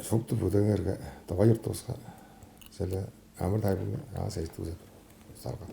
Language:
Tuvinian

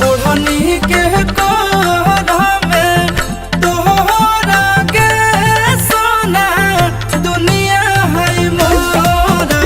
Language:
Magahi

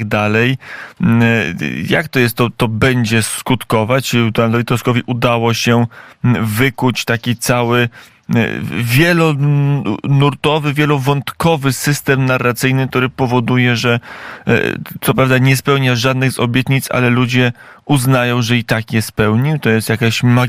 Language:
Polish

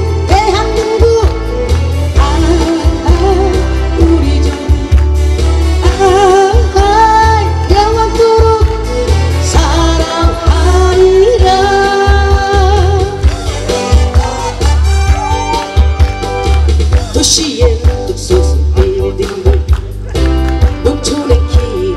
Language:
Korean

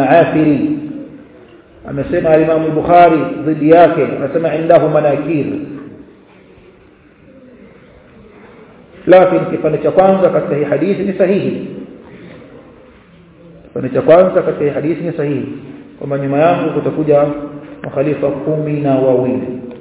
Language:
Swahili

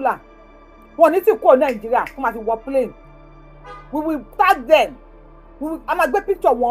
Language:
Yoruba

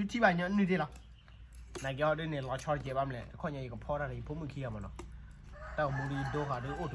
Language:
S'gaw Karen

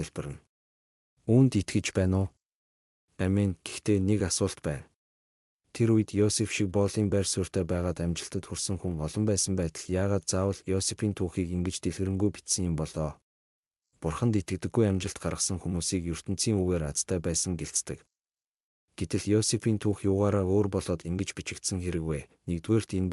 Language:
Mongolian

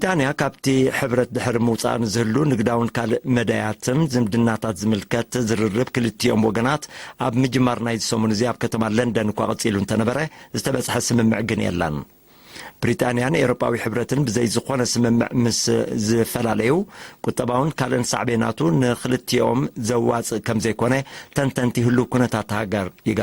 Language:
Tigrinya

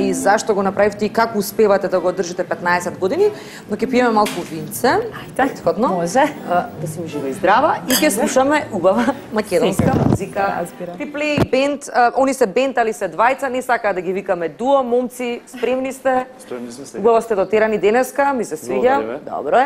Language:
Macedonian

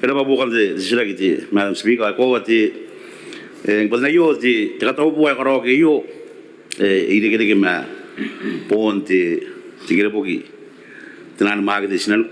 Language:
Gilbertese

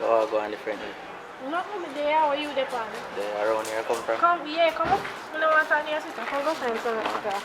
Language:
Jamaican Creole English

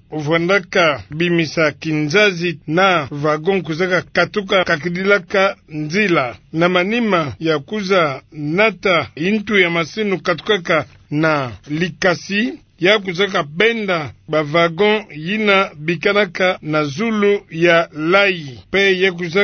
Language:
Kituba (Democratic Republic of Congo)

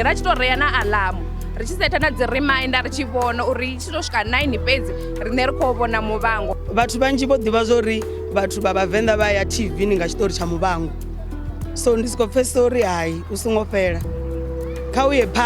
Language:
Venda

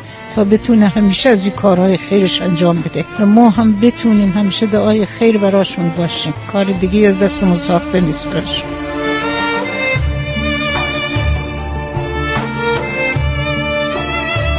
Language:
Persian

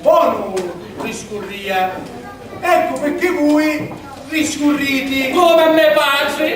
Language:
Sicilian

